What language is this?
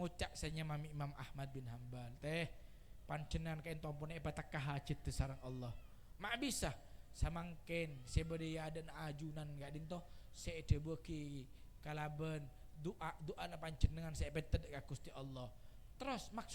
Madurese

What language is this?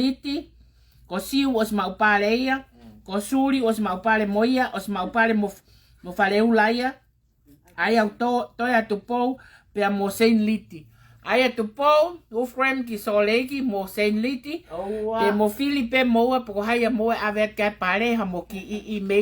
Tongan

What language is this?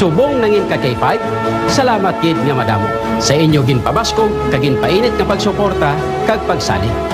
Hiligaynon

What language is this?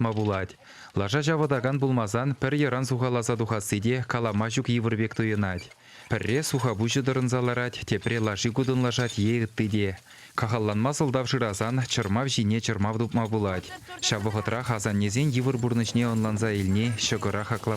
Chuvash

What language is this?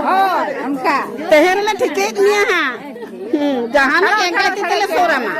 Santali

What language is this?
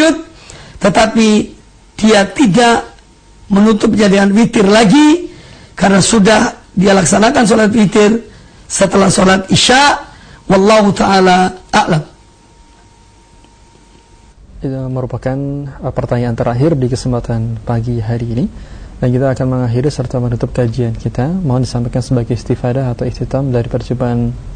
Indonesian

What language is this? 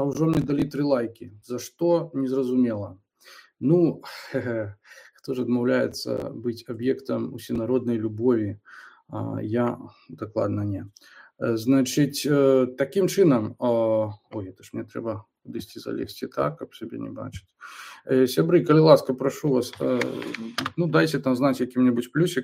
Belarusian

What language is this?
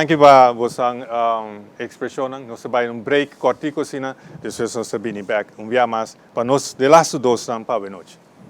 Papiamento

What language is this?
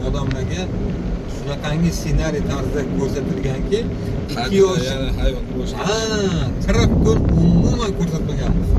Uzbek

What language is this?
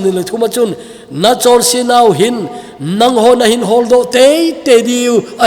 Thado Chin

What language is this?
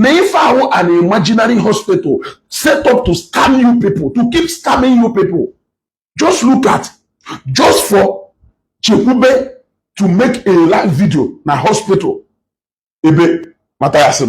Igbo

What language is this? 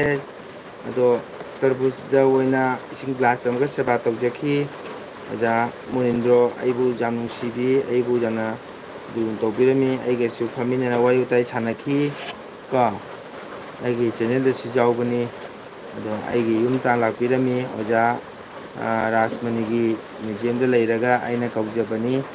Manipuri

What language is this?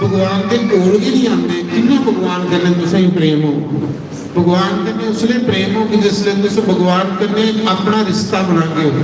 Dogri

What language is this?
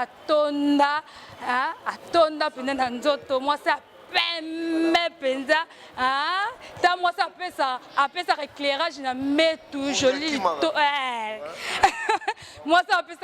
Lingala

